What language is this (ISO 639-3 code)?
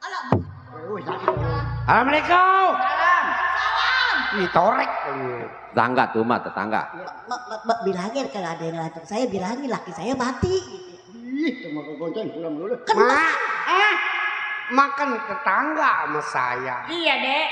bew